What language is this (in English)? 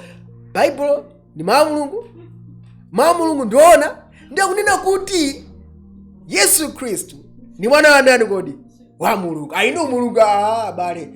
Nyanja